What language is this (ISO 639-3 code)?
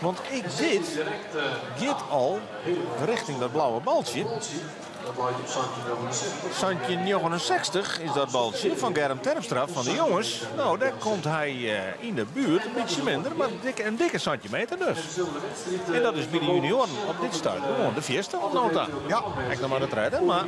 fry